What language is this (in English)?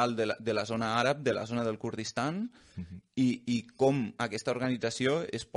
Catalan